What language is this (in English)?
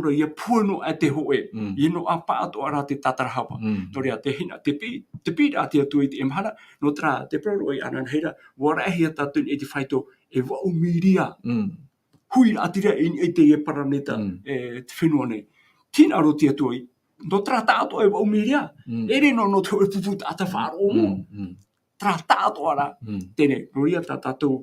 Tahitian